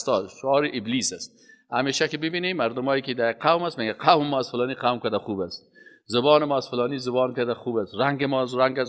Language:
Persian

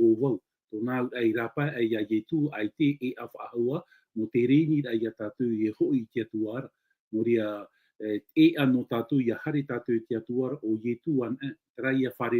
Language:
Tahitian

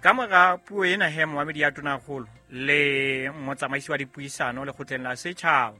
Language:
Southern Sotho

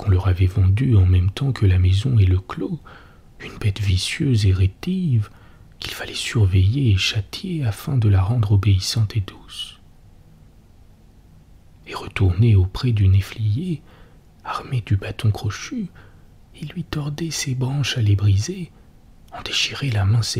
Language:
French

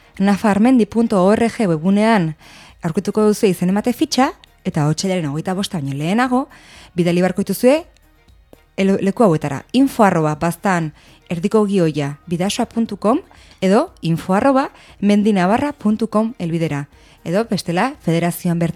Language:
Basque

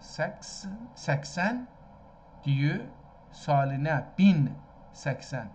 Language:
South Azerbaijani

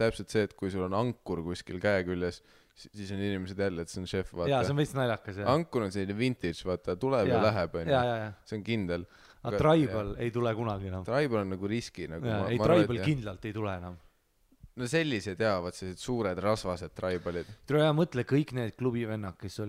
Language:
Estonian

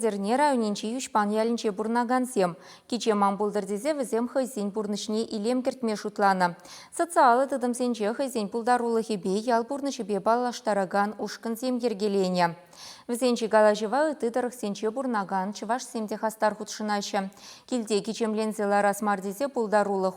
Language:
Chuvash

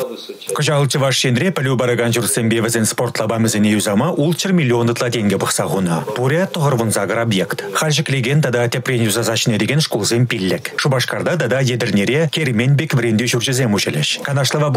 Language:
Chuvash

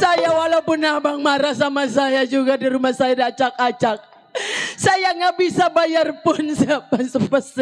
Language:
Betawi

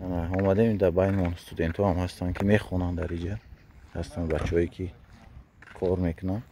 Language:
Tajik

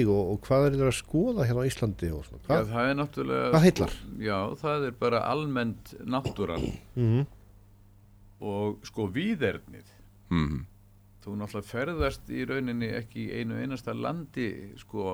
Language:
Icelandic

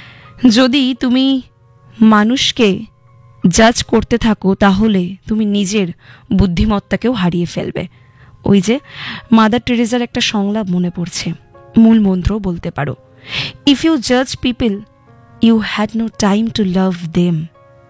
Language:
Bangla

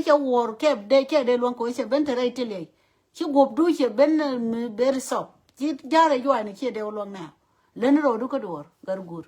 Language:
Nuer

